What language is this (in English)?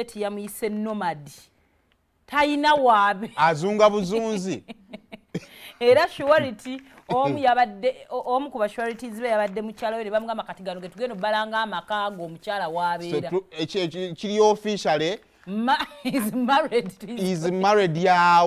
Ganda